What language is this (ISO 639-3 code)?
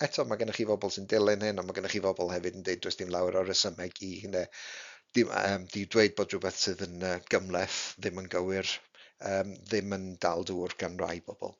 cym